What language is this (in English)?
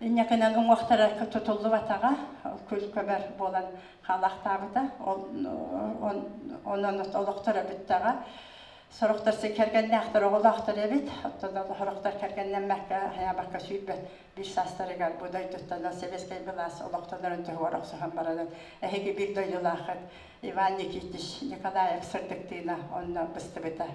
Yakut